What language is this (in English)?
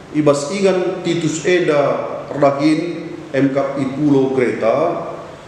Batak Karo